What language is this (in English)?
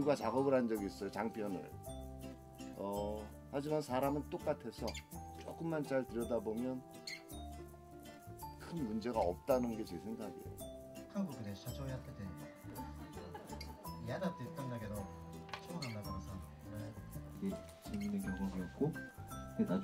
Korean